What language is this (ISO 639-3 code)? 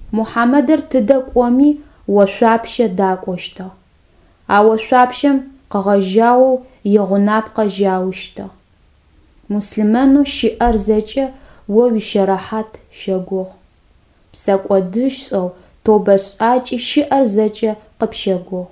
ady